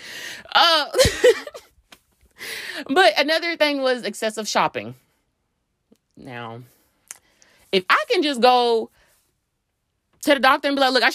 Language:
English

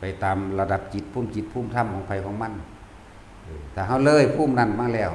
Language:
Northeastern Thai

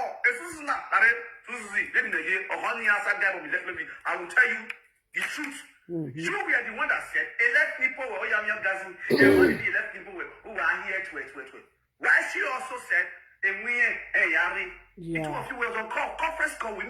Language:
Nigerian Pidgin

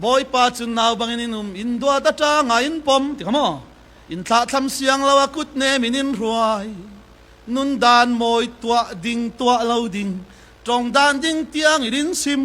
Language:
Falam Chin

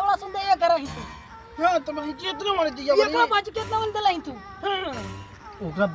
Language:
Magahi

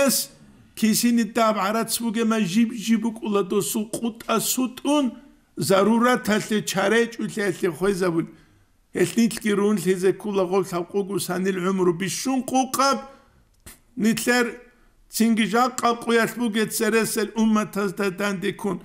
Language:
Avaric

